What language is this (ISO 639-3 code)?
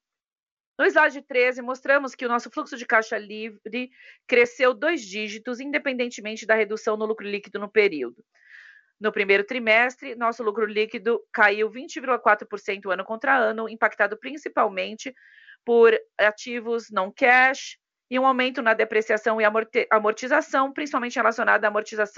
por